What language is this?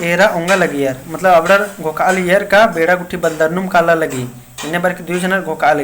Kurukh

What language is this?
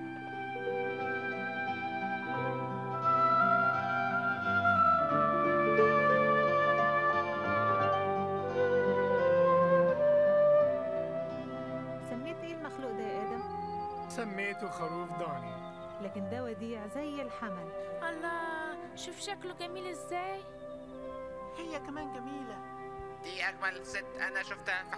Egyptian Arabic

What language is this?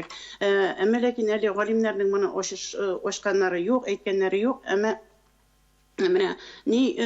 Tatar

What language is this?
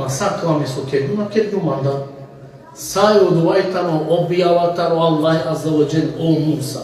Balkan Romani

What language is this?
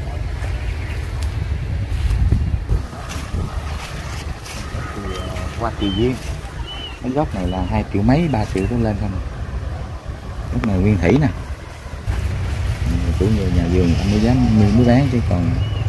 Vietnamese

